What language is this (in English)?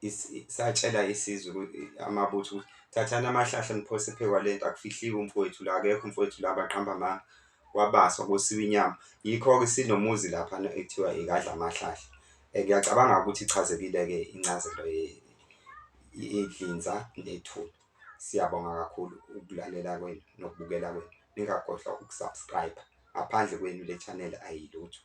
Zulu